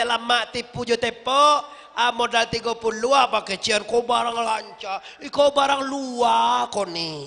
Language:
Minangkabau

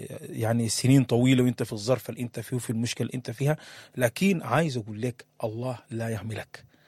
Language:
Sudanese Arabic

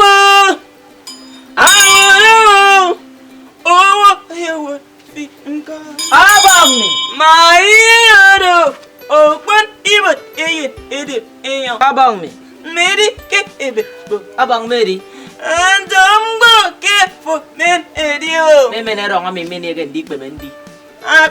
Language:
Efik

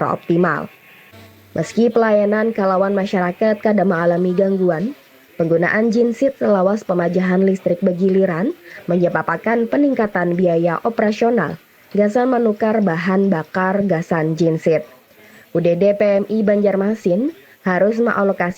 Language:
Banjar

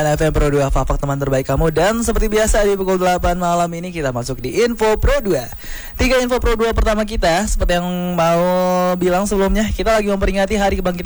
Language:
Indonesian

